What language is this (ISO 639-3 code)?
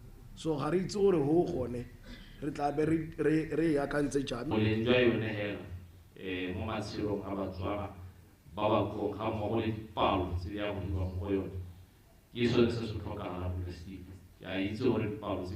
tsn